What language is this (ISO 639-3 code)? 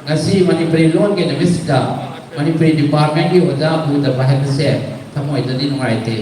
mni